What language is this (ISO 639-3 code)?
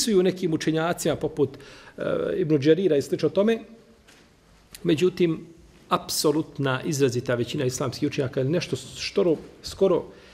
bos